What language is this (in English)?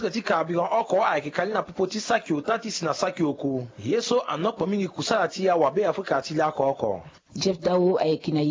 Sango